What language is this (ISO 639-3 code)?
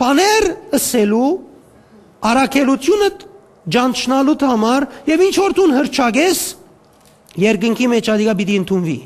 hyw